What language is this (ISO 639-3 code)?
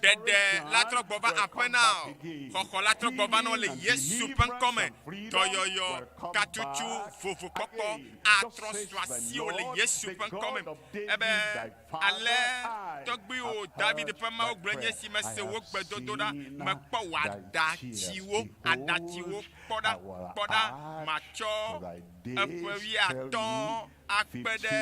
ewe